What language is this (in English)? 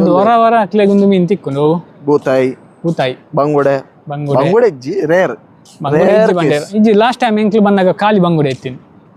Tulu